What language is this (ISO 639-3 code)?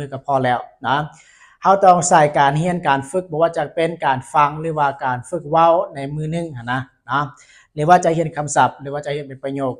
lao